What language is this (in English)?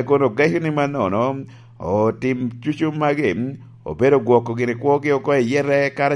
Lango (Uganda)